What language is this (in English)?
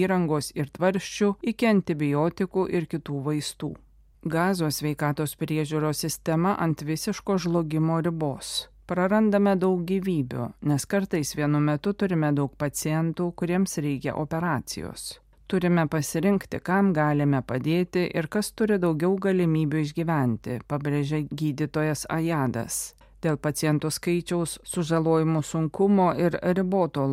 Lithuanian